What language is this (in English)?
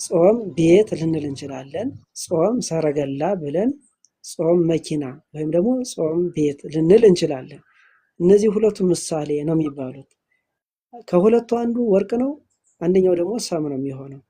Amharic